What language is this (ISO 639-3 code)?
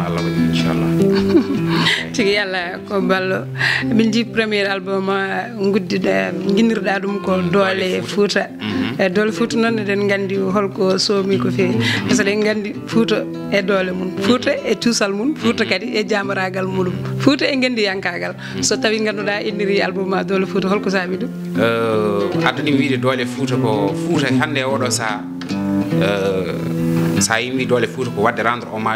ful